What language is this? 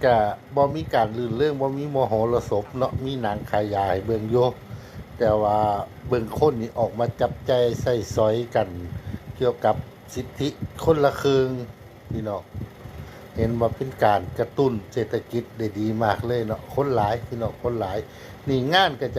Northeastern Thai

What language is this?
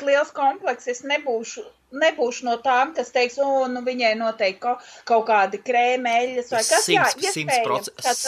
Latvian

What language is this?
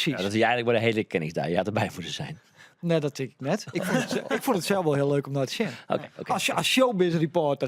Western Frisian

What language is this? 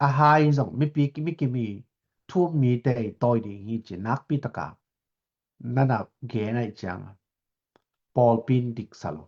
Tedim Chin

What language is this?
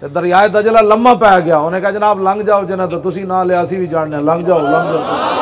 Western Panjabi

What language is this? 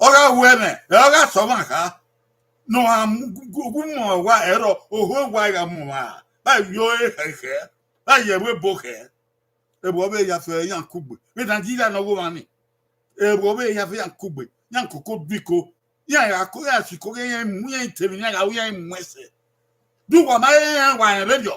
Bini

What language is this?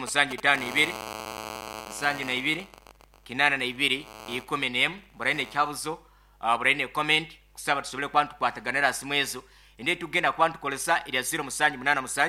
Nyankole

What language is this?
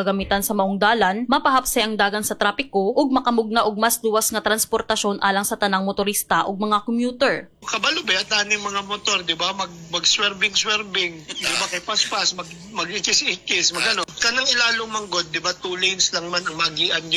Cebuano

